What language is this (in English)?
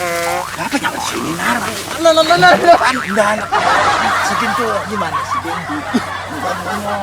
Banjar